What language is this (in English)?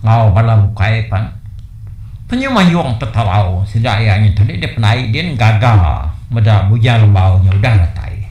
Iban